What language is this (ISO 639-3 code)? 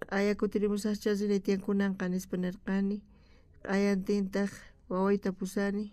quh